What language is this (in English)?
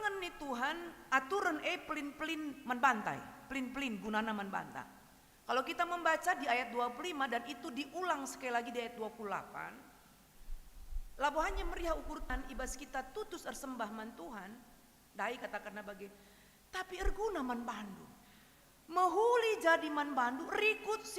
Batak Karo